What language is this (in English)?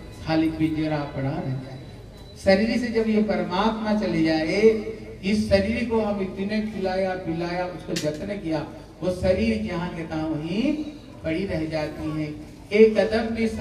Hindi